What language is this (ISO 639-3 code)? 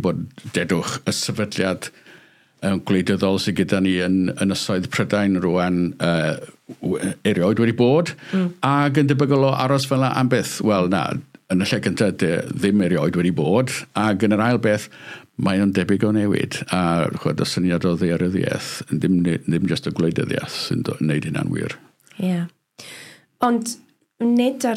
cym